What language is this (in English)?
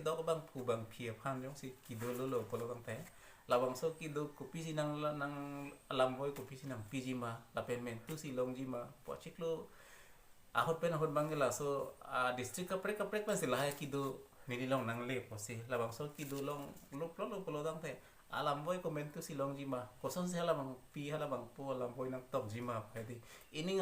Karbi